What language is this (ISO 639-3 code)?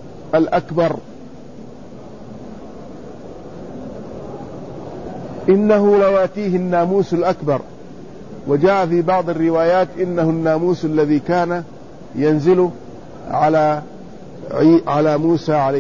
ara